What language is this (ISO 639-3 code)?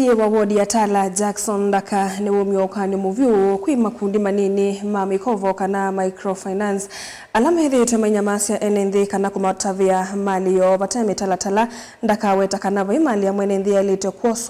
kam